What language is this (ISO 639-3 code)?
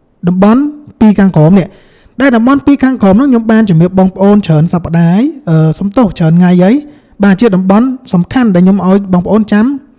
khm